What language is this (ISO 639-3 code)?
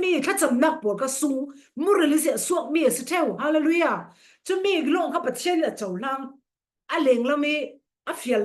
cfm